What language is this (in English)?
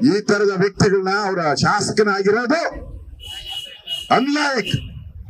Kannada